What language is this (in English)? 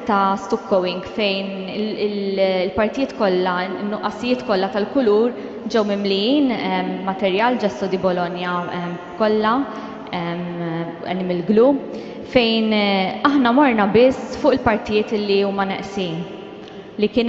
Maltese